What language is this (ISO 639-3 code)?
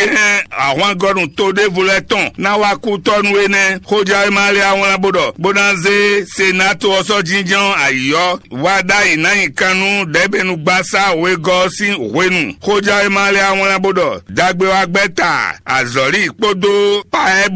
fon